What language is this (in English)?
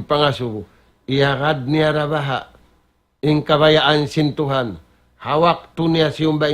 Tausug